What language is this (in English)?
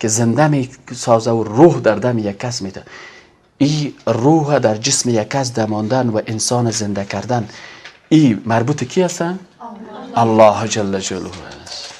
Persian